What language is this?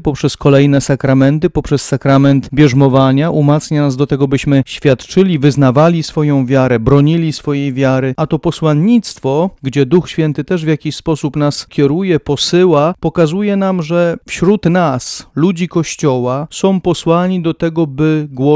Polish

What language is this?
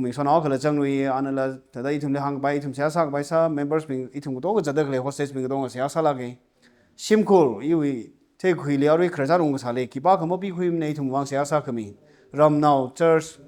Tangkhul Naga (India)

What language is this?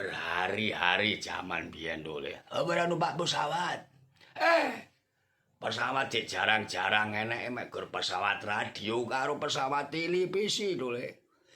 Javanese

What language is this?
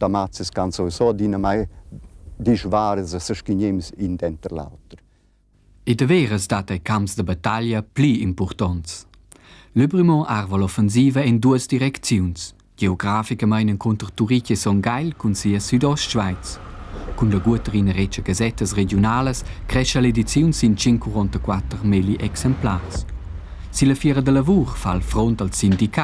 Romansh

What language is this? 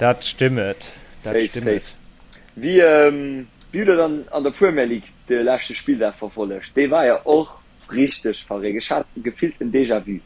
Luxembourgish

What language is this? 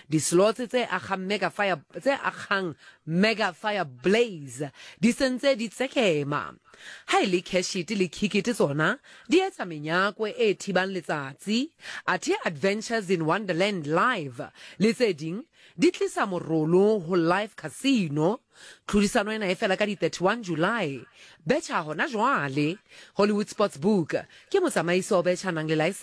Southern Sotho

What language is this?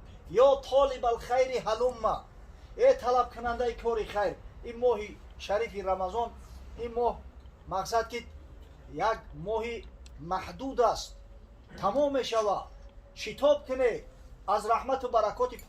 Tajik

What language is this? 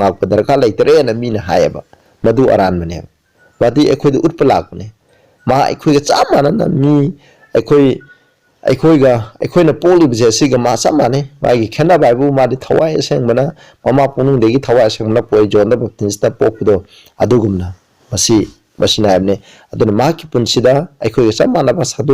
Manipuri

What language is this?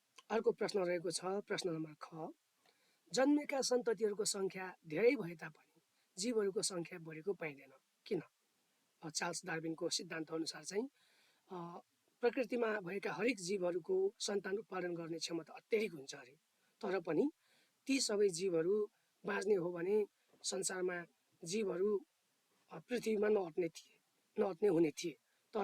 Nepali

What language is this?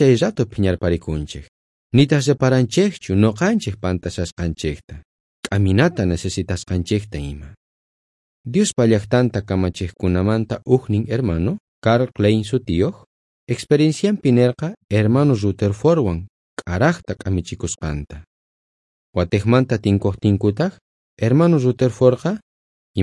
South Bolivian Quechua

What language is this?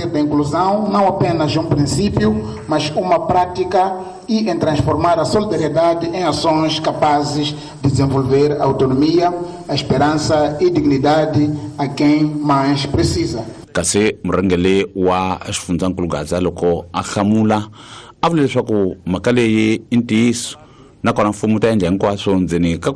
Tsonga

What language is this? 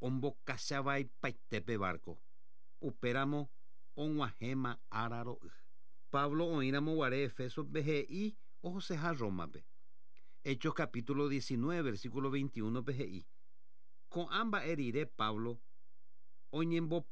Guarani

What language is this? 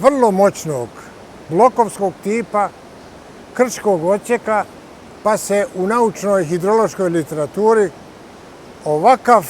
Bosnian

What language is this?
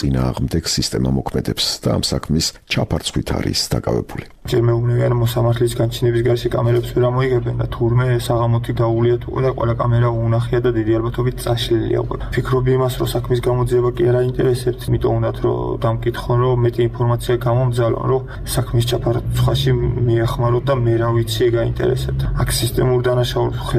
Georgian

